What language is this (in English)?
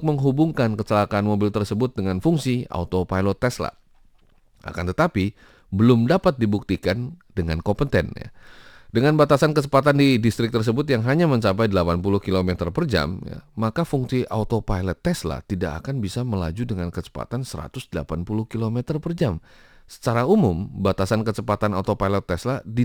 Indonesian